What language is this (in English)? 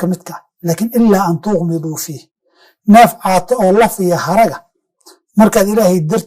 Somali